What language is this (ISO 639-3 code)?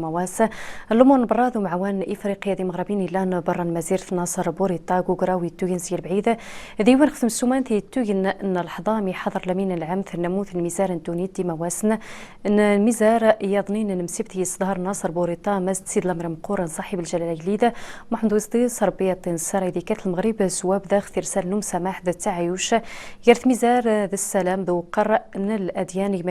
rif